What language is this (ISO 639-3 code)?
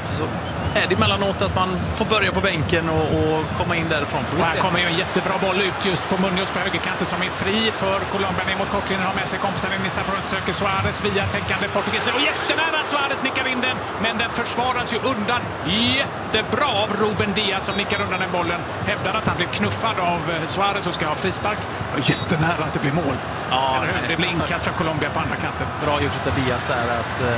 swe